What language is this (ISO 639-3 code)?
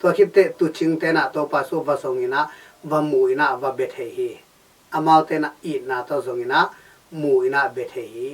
ctd